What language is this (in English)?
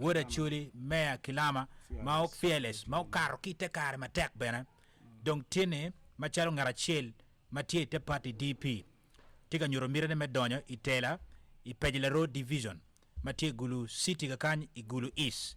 Acoli